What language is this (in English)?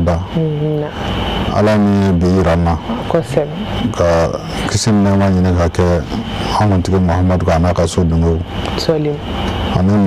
Bambara